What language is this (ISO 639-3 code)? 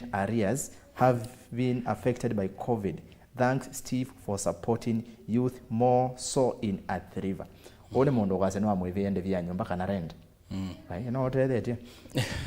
kam